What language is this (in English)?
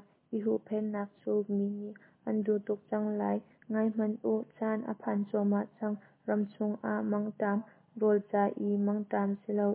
Hakha Chin